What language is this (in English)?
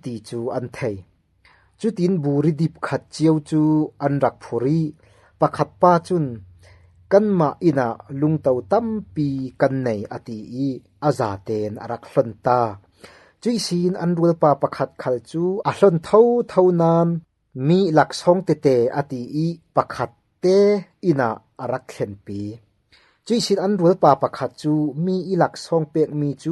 Falam Chin